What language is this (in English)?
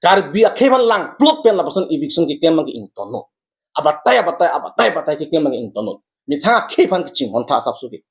Karbi